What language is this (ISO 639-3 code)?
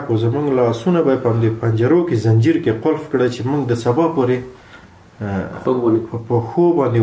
pus